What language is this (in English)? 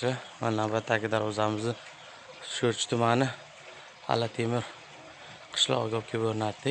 Uzbek